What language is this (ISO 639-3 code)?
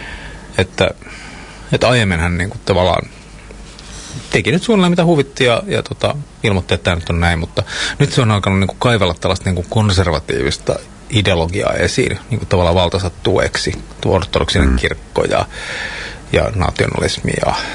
fin